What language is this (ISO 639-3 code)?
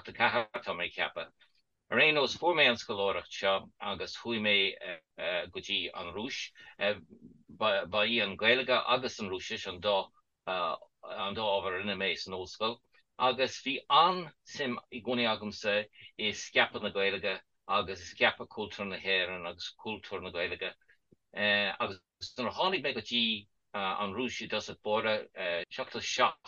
gle